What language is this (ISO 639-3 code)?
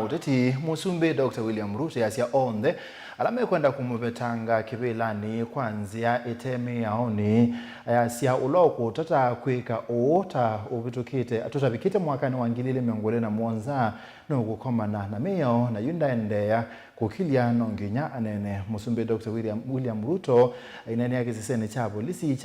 kam